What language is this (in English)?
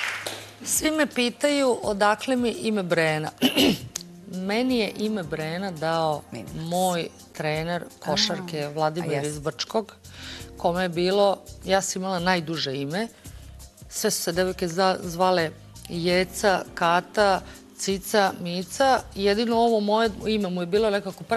Serbian